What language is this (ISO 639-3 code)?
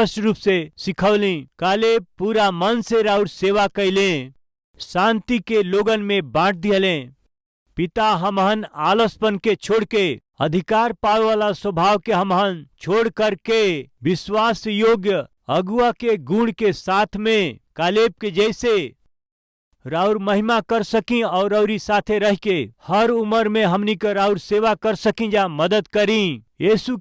bho